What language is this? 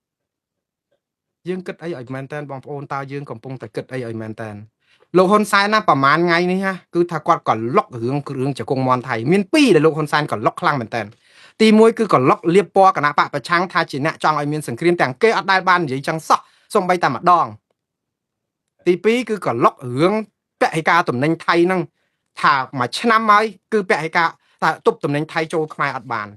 Khmer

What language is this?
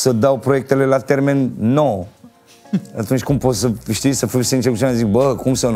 Romanian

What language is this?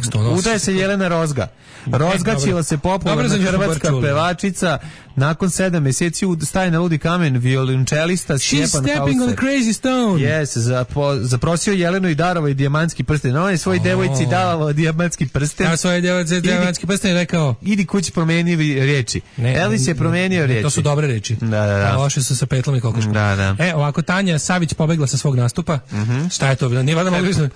Serbian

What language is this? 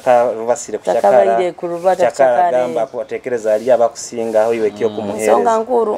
Nyoro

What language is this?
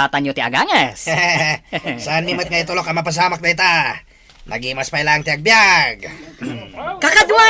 Iloko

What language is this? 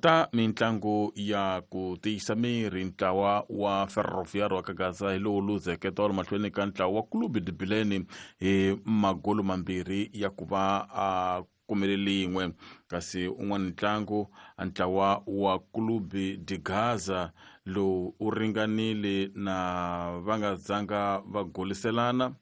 Tsonga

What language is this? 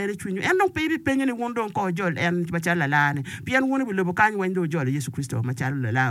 Acoli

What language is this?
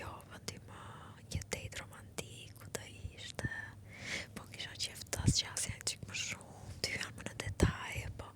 Albanian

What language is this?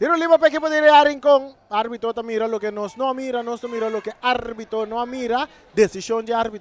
Papiamento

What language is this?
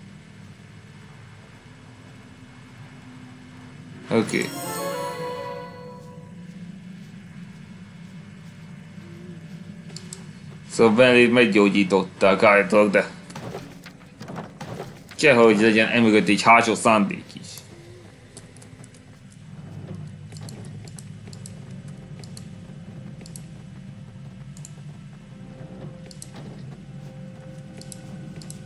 Hungarian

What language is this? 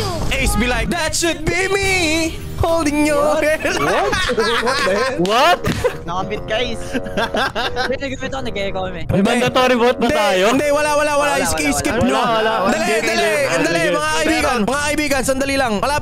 Filipino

